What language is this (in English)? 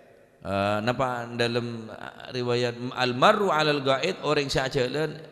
Madurese